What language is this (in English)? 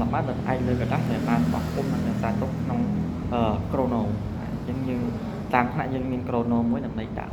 Khmer